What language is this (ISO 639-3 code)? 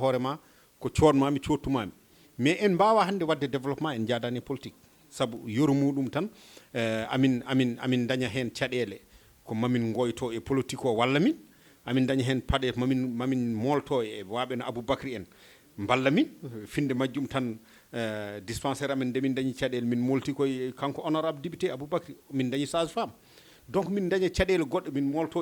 ful